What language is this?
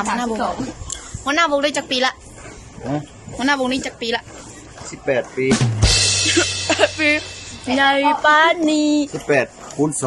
Lao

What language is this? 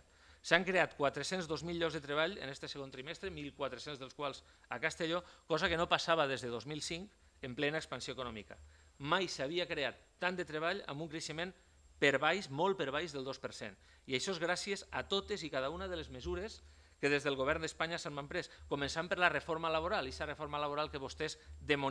Catalan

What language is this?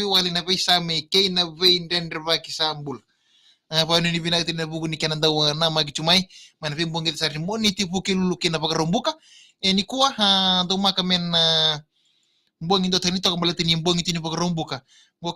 Fijian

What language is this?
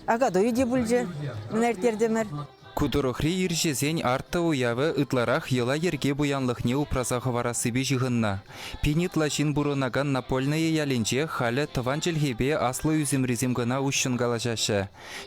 Chuvash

